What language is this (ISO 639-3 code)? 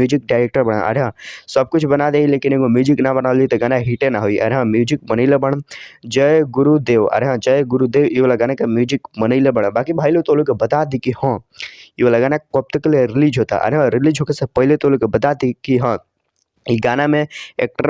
bho